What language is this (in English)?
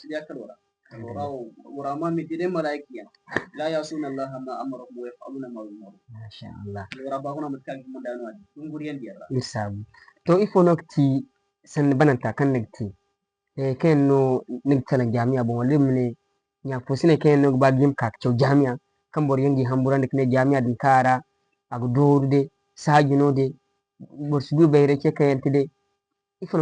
Zarma